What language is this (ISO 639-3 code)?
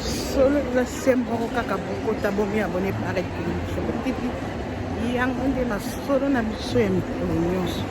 lin